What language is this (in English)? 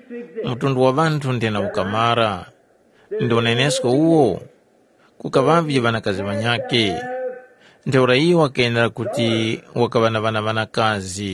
Tumbuka